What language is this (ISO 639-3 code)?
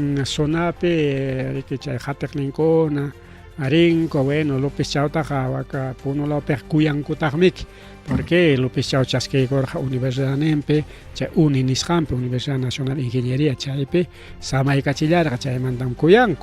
quy